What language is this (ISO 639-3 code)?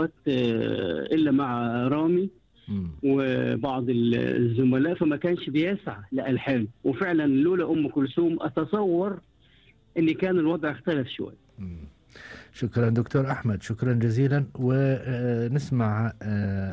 arz